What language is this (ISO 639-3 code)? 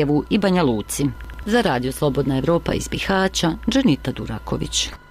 bos